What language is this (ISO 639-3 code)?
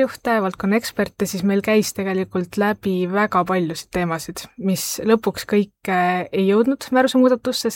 est